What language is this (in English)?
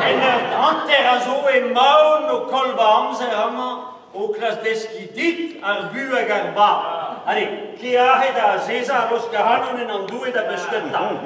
Breton